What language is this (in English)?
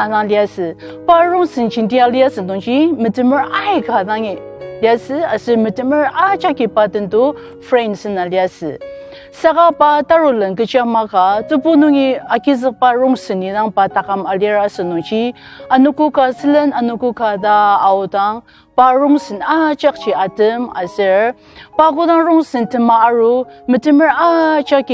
Ao Naga